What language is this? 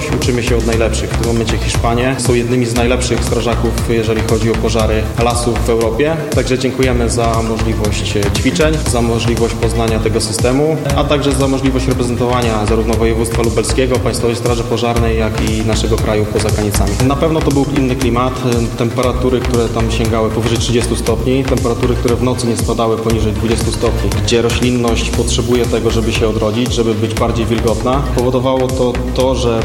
Polish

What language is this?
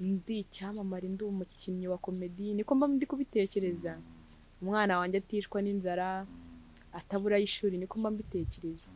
Kinyarwanda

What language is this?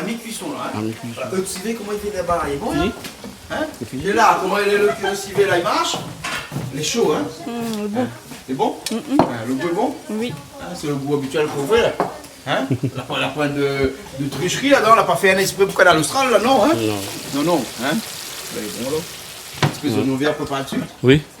Réunion Creole French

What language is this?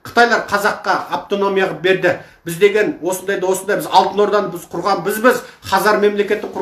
Kazakh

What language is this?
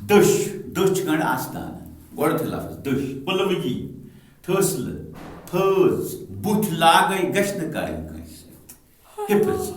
Kashmiri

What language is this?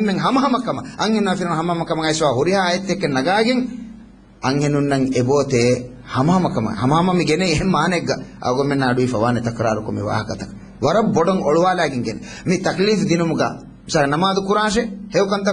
Divehi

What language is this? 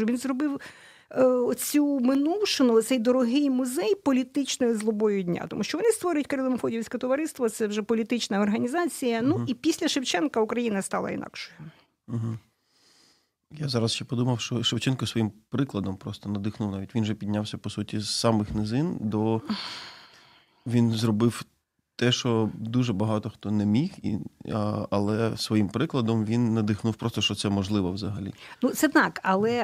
Ukrainian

